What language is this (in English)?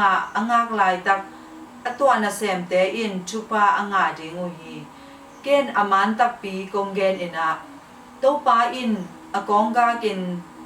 Tedim Chin